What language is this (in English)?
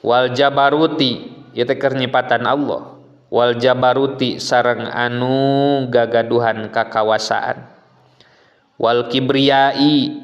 Sundanese